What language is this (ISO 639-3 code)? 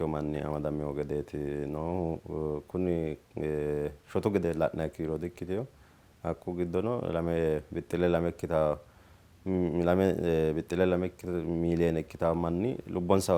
sid